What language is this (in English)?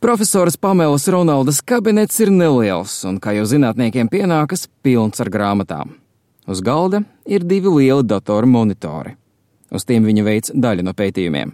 Latvian